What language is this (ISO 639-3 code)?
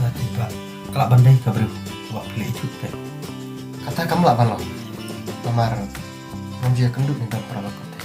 kha